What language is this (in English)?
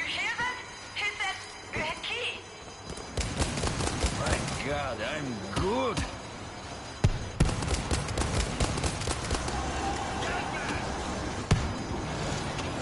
English